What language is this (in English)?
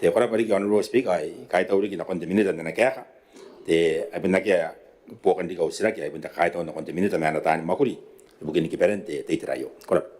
Gilbertese